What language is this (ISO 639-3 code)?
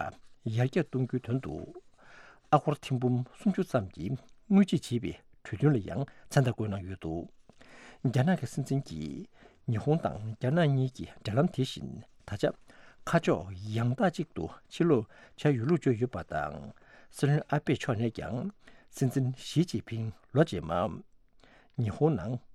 bod